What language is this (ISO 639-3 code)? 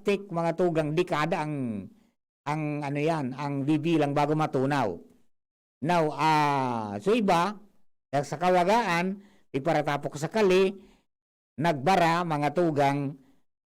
bik